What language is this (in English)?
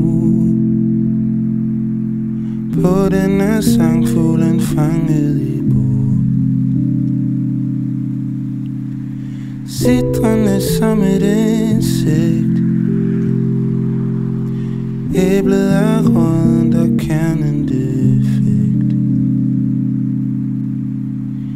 Danish